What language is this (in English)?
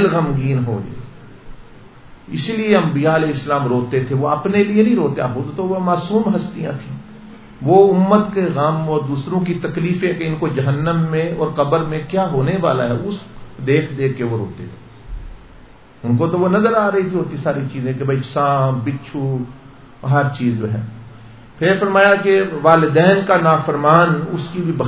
Urdu